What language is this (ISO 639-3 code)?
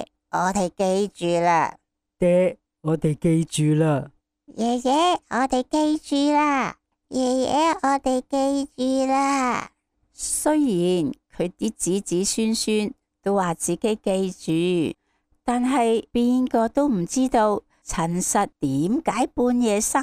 yue